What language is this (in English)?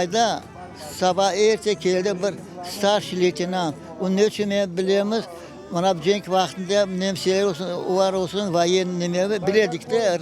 Crimean Tatar